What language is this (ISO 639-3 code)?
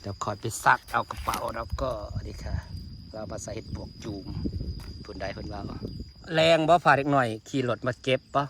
tts